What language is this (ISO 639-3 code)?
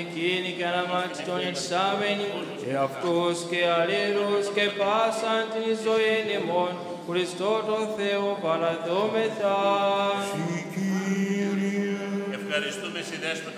ell